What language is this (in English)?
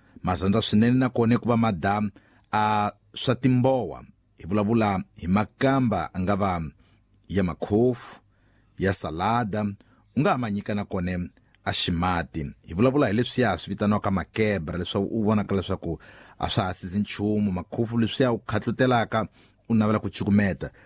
Tsonga